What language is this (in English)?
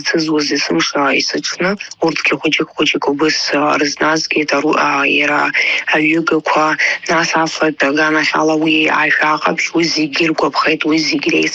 Abkhazian